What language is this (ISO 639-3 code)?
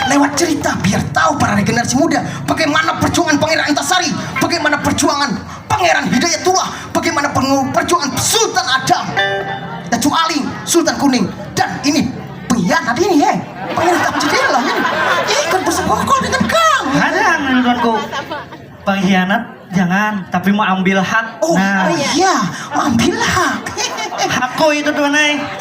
bjn